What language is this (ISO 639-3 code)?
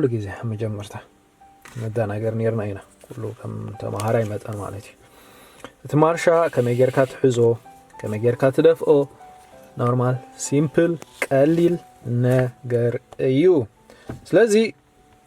tir